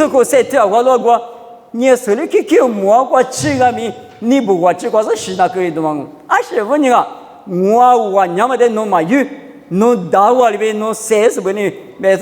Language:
Lisu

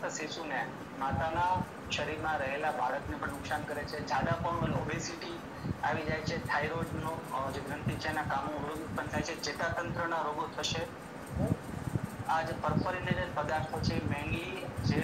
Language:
Gujarati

